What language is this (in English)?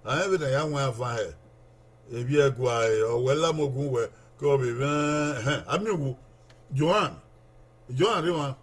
Bini